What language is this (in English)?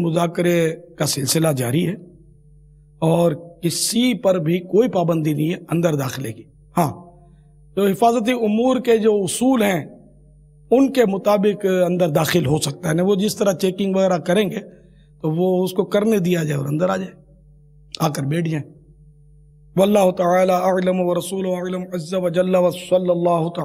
Urdu